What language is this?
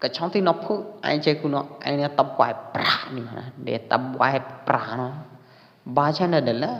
Pwo Eastern Karen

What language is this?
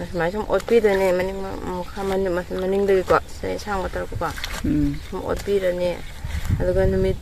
Manipuri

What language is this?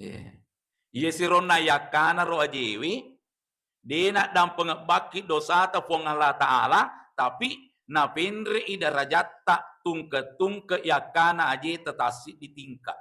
Buginese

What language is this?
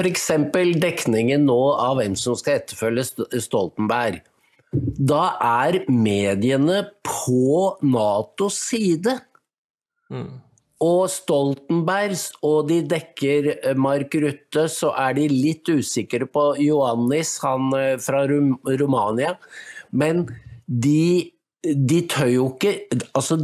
Norwegian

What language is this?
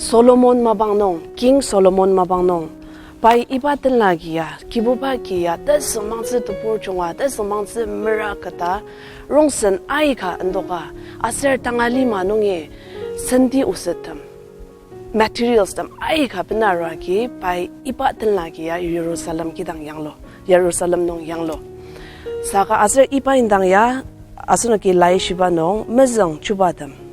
Ao Naga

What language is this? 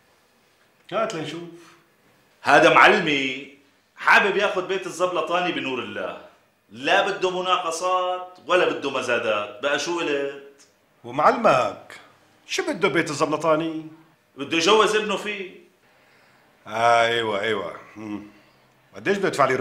North Levantine Arabic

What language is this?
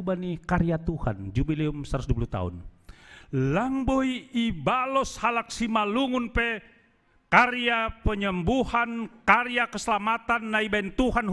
Batak Simalungun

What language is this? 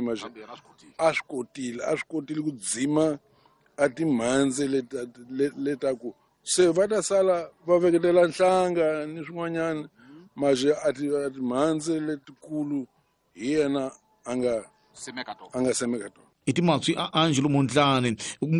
Tsonga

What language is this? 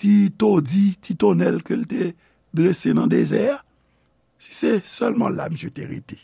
Haitian Creole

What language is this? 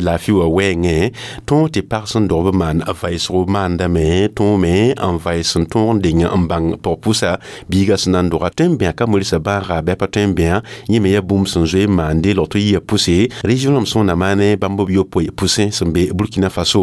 Mossi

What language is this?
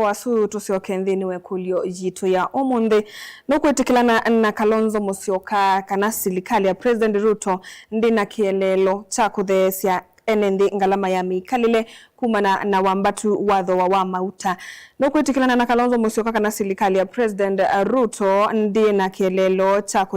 Kamba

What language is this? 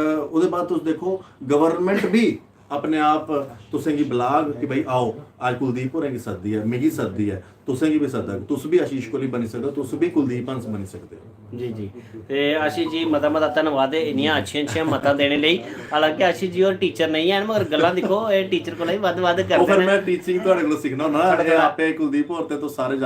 Dogri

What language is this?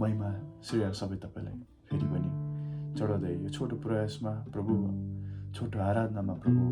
Nepali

